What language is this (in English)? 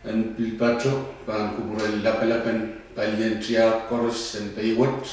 Pohnpeian